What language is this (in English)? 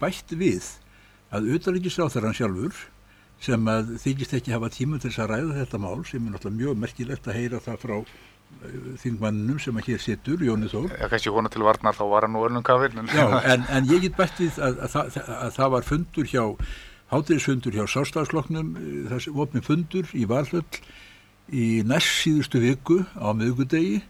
Icelandic